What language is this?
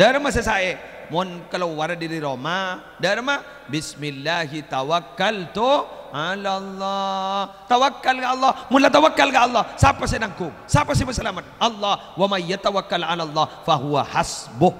Madurese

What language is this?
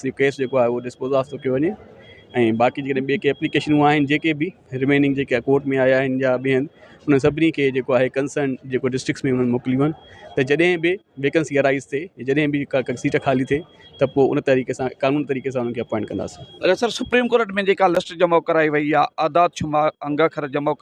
Sindhi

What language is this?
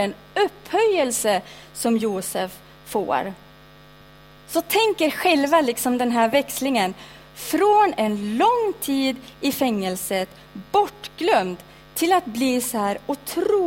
Swedish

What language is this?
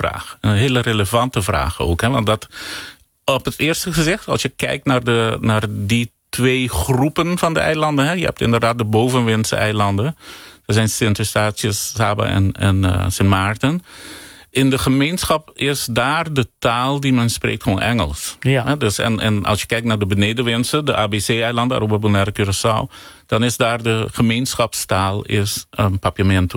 Dutch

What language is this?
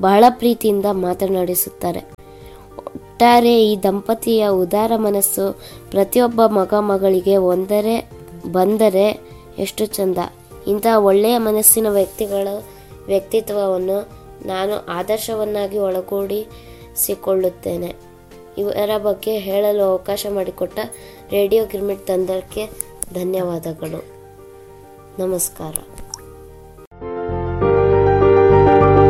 Kannada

